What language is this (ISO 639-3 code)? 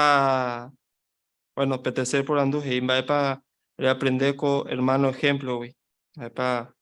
grn